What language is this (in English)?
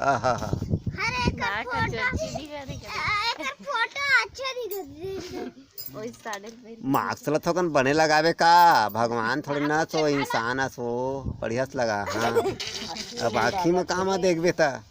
Chhattisgarhi